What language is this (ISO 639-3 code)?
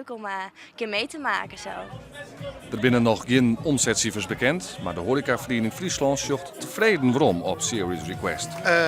fry